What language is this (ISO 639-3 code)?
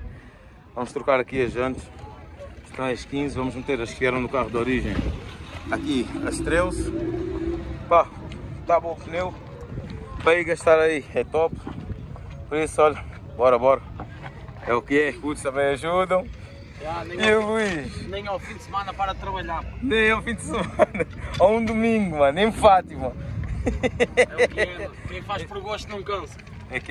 por